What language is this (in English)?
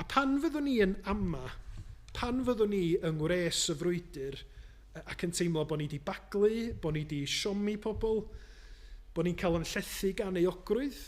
Welsh